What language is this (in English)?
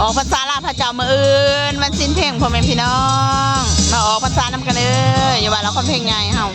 Northeastern Thai